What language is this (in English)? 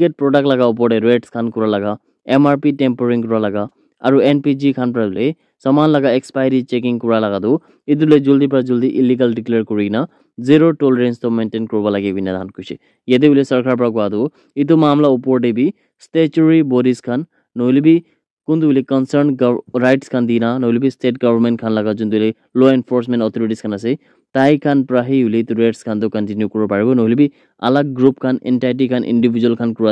Naga Pidgin